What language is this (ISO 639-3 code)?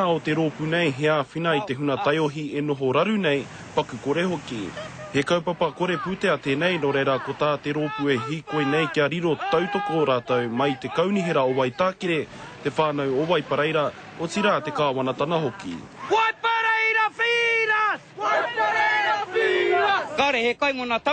mri